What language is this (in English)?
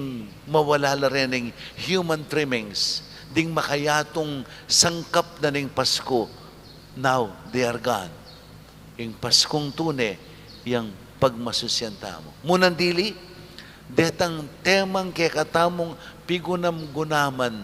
Pampanga